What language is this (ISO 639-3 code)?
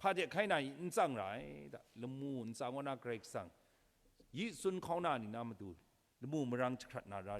kac